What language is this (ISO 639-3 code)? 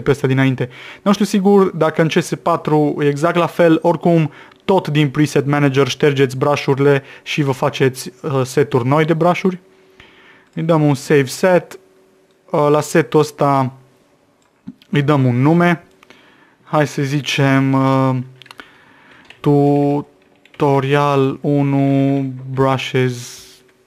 ron